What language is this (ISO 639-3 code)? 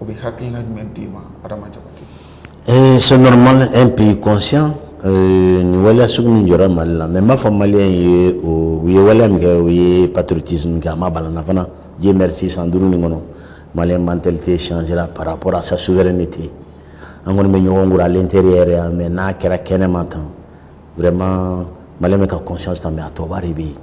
bam